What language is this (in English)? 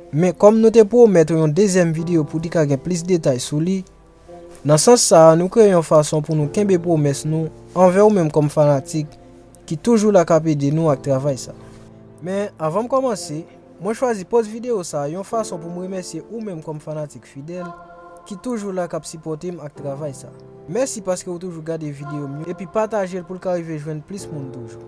Haitian Creole